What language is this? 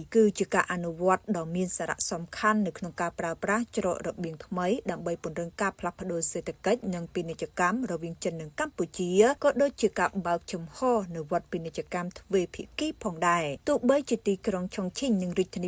Khmer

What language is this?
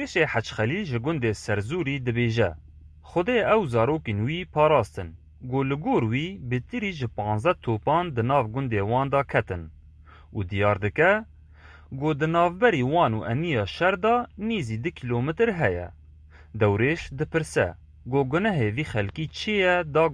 Kurdish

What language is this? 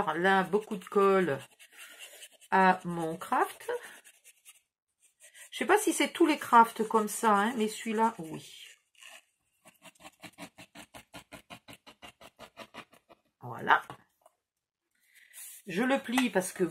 French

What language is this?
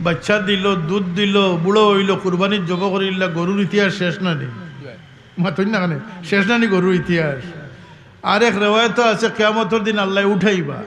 Sylheti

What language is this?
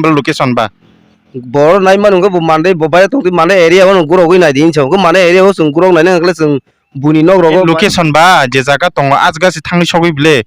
Kok Borok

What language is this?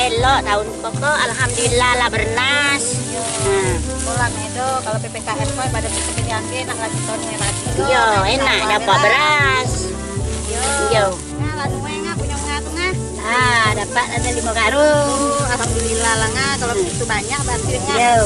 Minangkabau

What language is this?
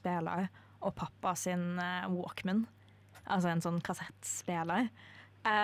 Norwegian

